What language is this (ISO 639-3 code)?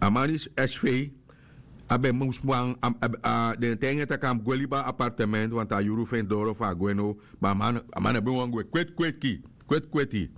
srn